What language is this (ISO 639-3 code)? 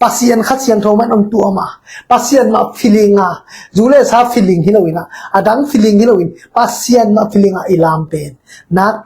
ctd